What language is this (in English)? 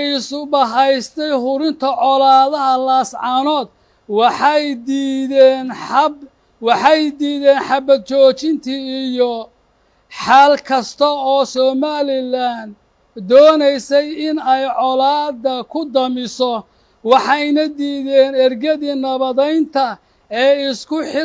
Somali